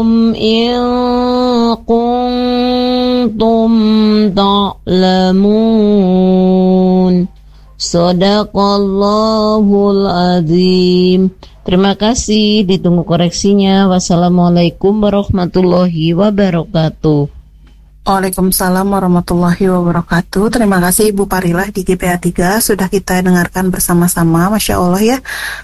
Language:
Indonesian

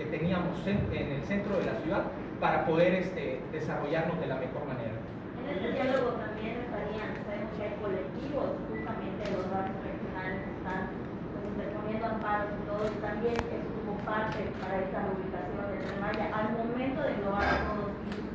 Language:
Spanish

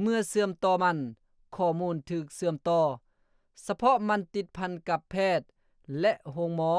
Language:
Lao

